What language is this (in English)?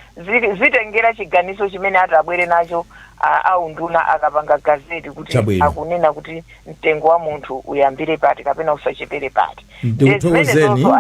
Nyanja